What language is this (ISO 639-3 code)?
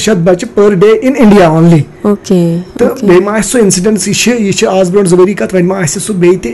kas